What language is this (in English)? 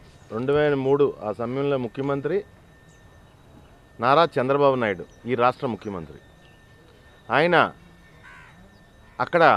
Telugu